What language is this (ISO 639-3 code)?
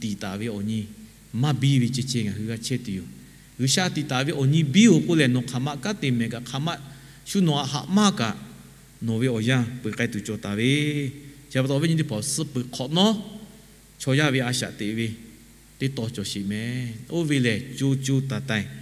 lhu